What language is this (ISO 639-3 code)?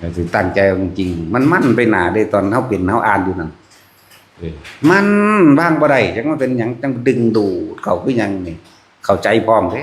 tts